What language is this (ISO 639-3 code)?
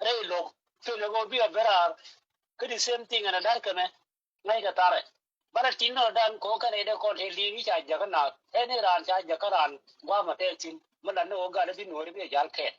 nus